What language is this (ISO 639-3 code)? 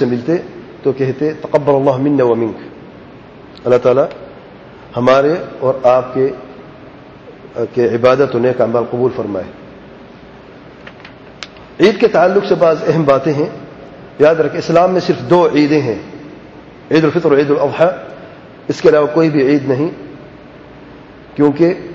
urd